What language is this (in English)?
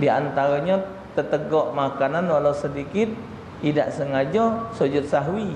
Musi